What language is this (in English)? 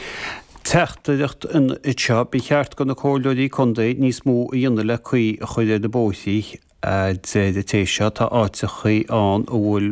Irish